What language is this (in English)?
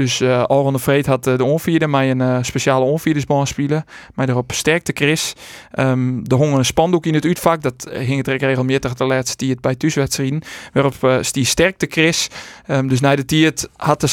Western Frisian